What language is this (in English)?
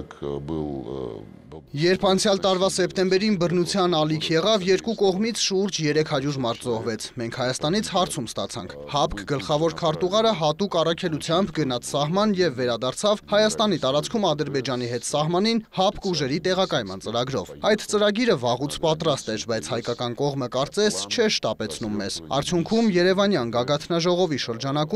Armenian